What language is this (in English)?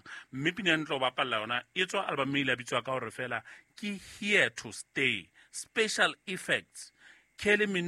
Southern Sotho